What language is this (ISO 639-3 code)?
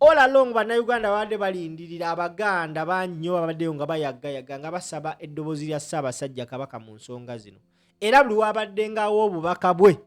lug